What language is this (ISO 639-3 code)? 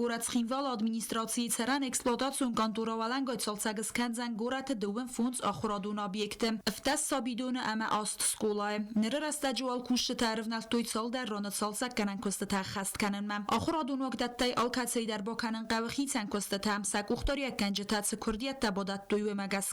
oss